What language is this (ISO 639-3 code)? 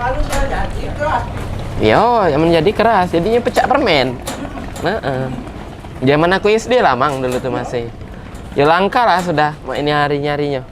mui